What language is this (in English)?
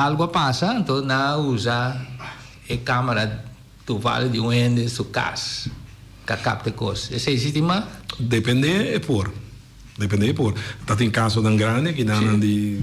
Papiamento